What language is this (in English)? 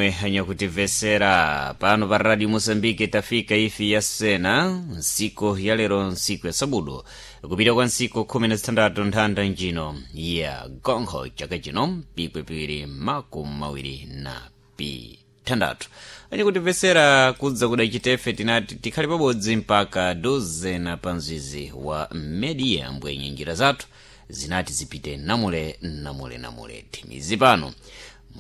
Sena